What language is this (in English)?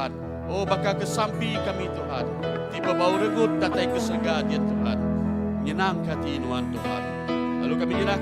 Iban